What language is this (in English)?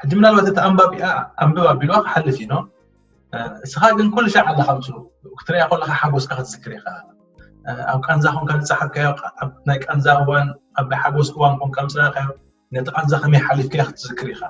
Tigrinya